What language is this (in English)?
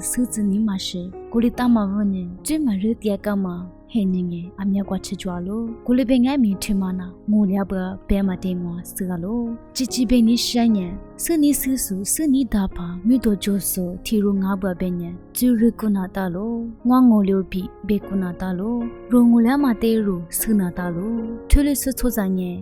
Lisu